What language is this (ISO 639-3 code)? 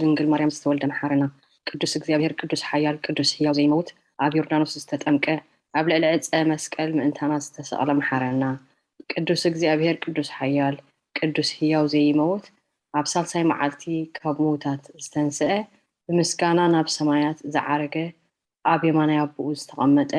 tir